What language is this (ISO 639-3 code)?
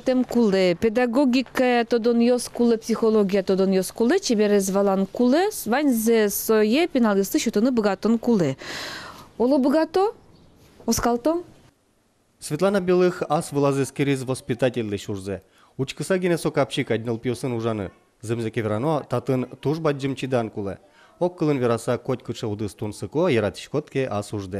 udm